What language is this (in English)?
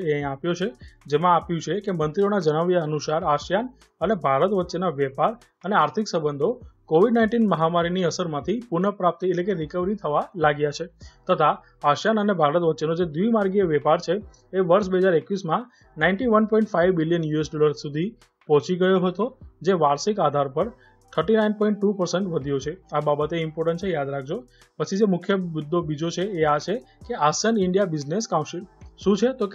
Gujarati